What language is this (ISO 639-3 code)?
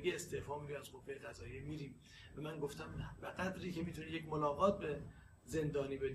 fas